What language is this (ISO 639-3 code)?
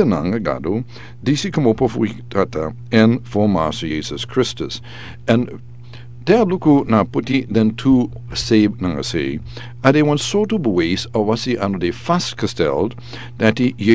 srn